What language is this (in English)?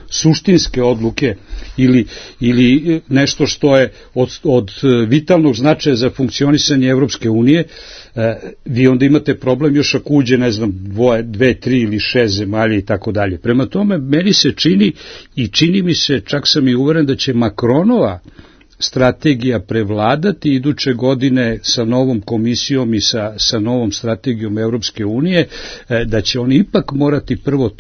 Serbian